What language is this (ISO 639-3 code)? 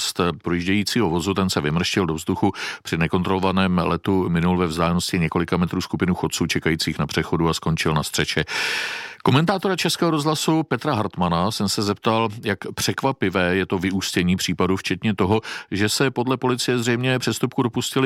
ces